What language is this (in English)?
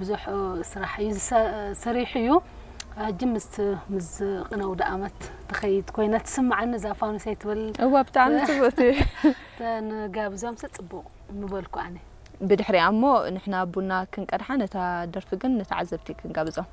Tigrinya